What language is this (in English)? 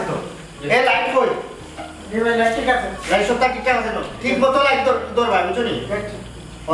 Sylheti